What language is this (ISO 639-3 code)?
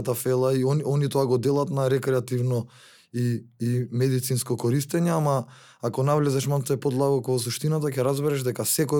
mkd